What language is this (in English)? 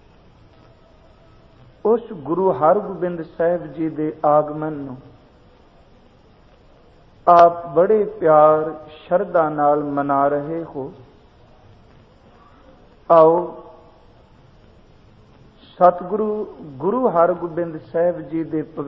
Punjabi